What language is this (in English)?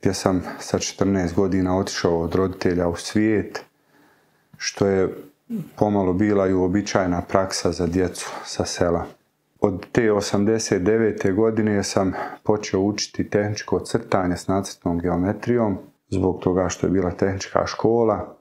Bosnian